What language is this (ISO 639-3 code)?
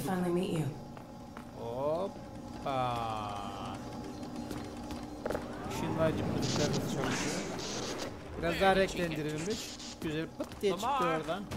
tur